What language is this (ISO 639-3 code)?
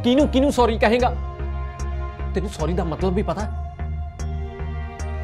pan